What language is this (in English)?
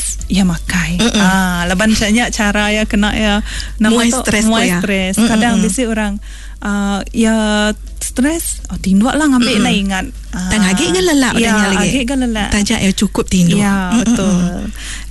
Iban